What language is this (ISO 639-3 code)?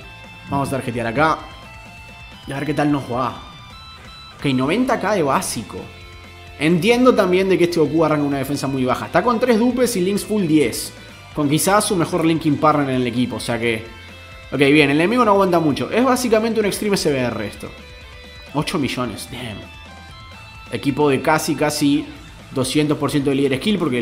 spa